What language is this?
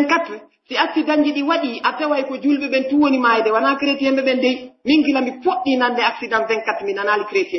Pular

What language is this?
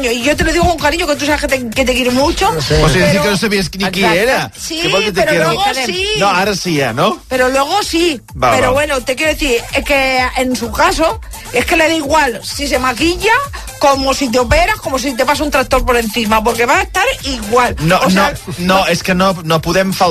Catalan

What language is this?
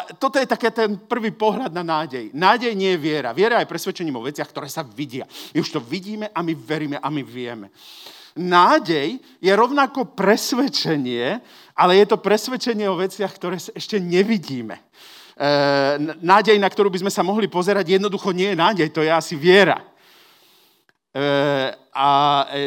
Slovak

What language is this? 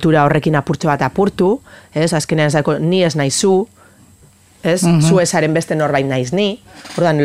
Basque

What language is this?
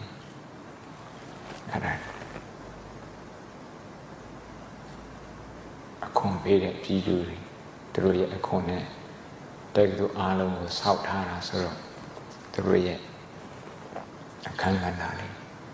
Burmese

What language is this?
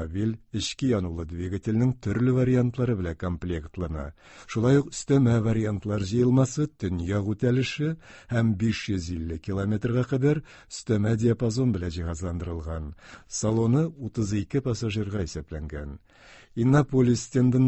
Tatar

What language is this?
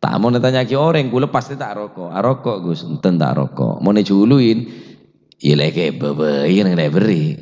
Madurese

